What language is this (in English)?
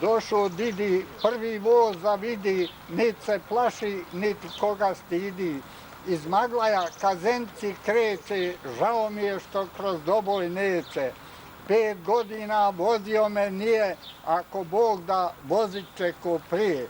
Bosnian